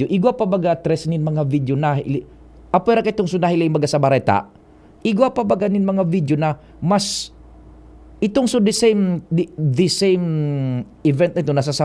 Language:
Bikol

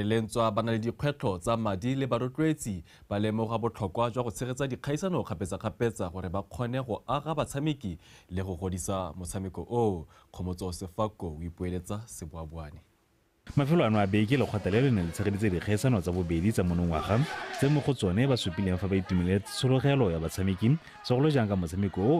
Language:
Tswana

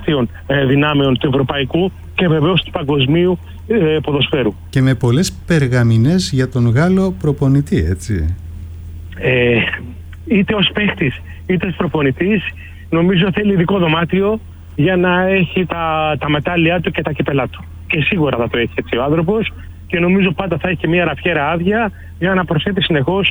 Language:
Greek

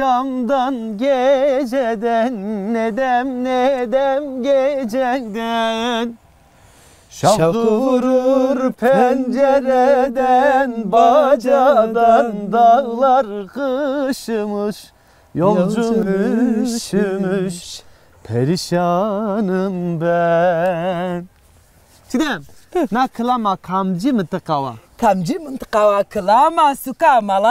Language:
Zaza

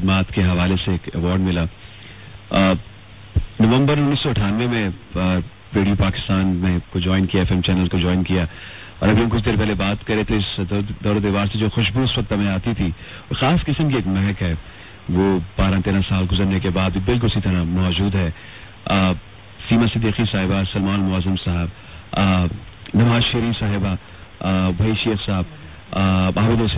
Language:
Urdu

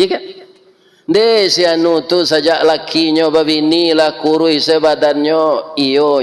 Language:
Minangkabau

